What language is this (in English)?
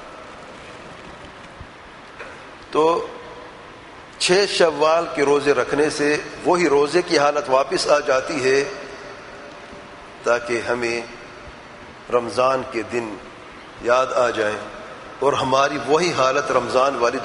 Urdu